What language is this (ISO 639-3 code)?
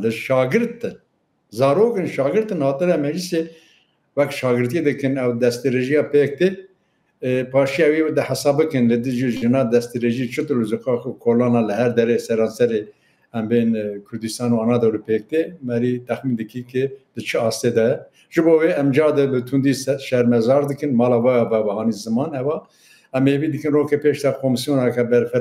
kur